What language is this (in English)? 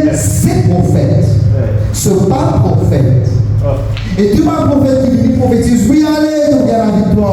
Morisyen